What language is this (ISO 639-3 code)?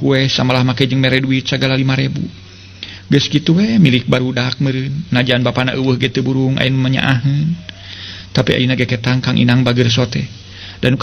sun